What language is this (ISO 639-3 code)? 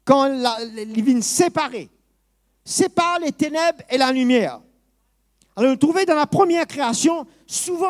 mfe